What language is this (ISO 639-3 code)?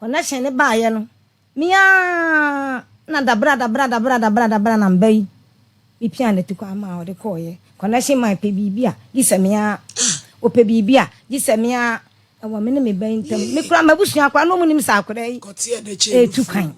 aka